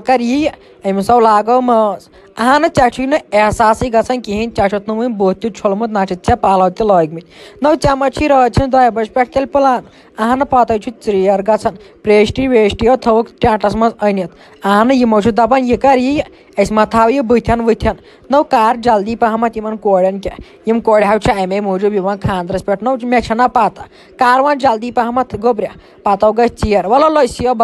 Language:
Kashmiri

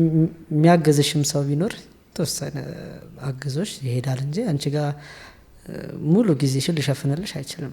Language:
Amharic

